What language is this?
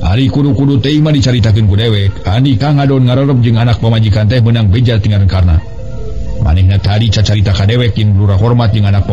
Sundanese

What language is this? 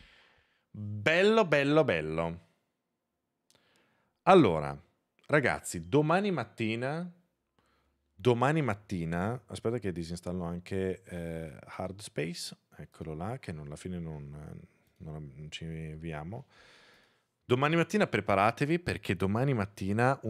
Italian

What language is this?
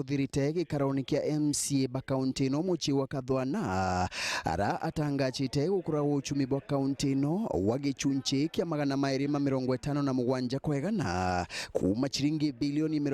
Meru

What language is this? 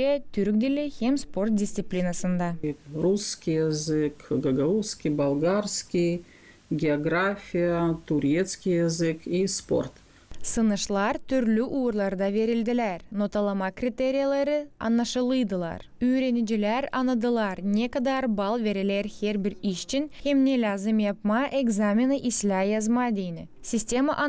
Gagauz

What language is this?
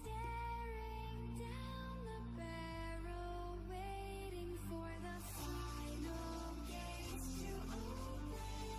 Yakut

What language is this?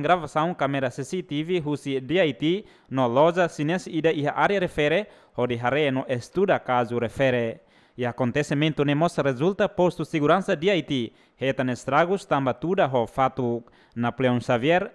Tetum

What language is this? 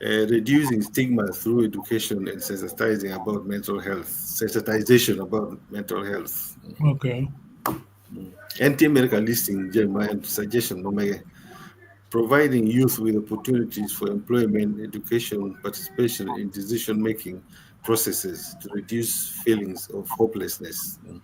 Acoli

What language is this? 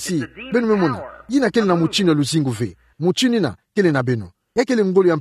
Kituba (Democratic Republic of Congo)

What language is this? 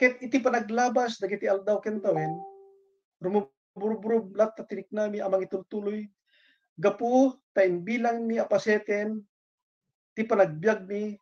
Iloko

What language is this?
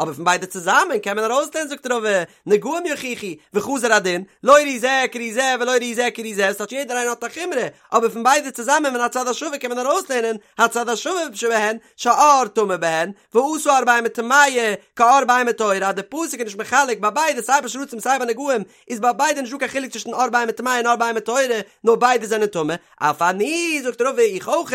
Yiddish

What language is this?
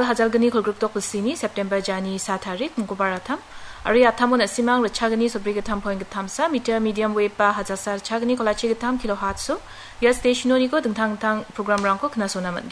Garo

